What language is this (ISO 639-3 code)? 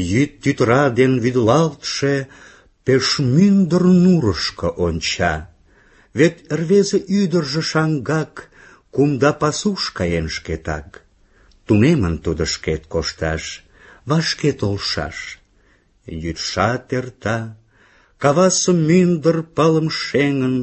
chm